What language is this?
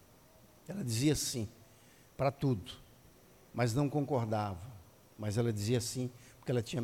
Portuguese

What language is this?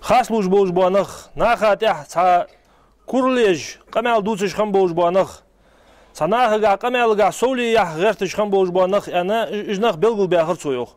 Ingush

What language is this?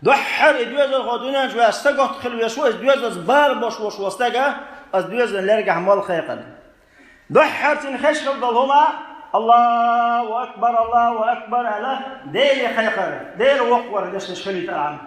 Chechen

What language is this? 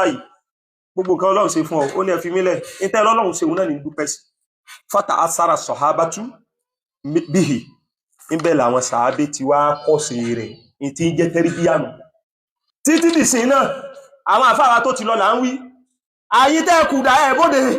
Yoruba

